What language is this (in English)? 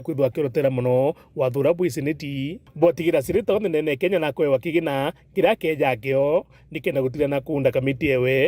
Meru